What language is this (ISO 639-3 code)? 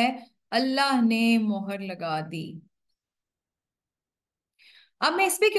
urd